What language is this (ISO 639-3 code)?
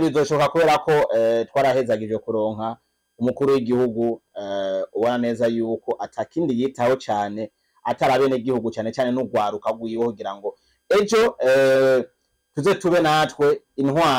run